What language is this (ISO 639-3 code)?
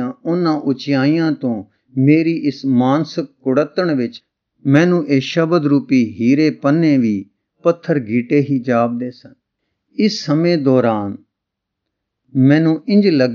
pan